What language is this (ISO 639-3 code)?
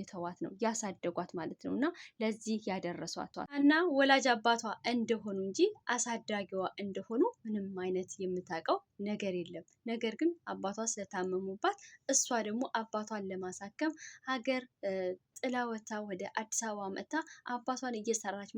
amh